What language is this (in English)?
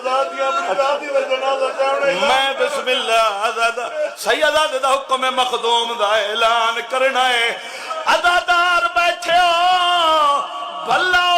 Saraiki